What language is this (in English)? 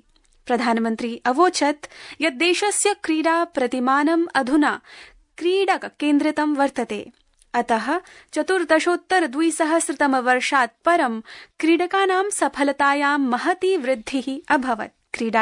Sanskrit